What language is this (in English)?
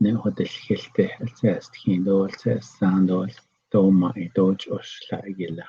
Navajo